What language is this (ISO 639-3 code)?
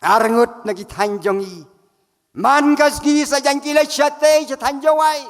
kha